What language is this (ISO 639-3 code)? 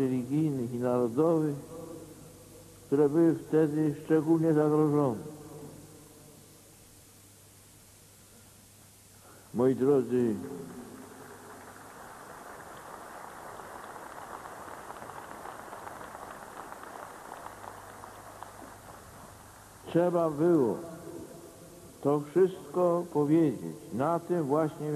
pol